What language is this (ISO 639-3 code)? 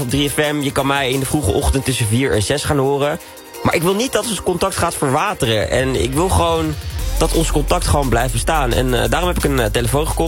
nld